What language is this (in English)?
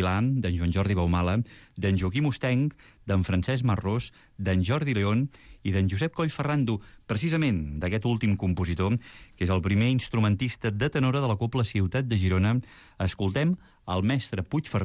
Catalan